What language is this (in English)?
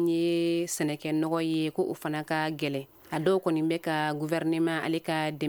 Bambara